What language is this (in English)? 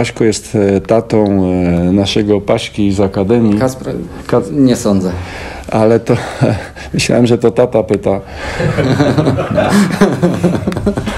Polish